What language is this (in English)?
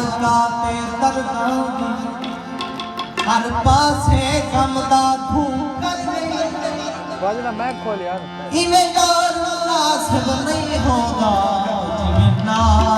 Saraiki